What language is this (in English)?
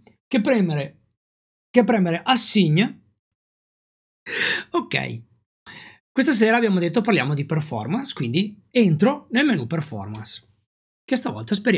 Italian